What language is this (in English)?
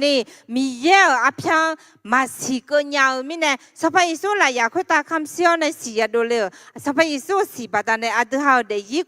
Akha